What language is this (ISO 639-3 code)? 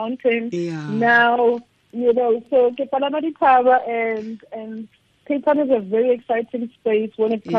tsn